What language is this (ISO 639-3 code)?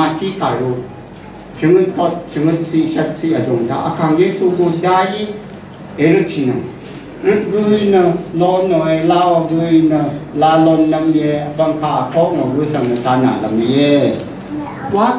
raw